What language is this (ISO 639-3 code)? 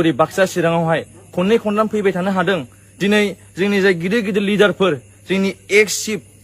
brx